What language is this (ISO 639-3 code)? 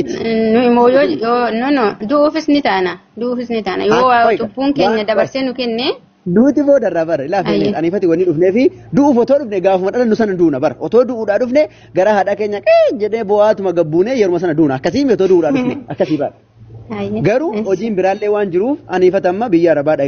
orm